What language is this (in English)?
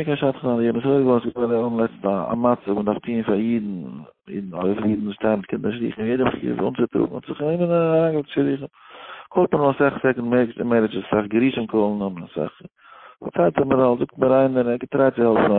Yiddish